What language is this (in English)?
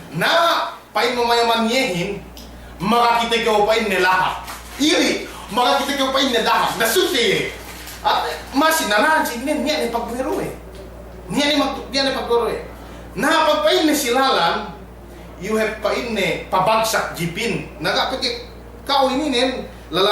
Yakan